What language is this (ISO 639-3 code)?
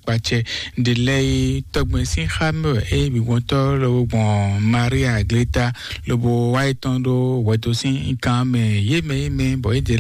fon